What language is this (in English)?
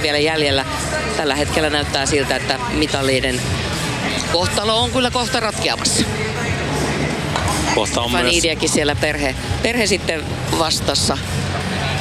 Finnish